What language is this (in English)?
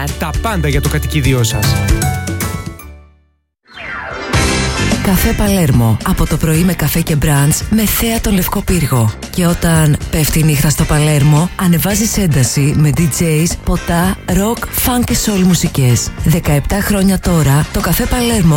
Greek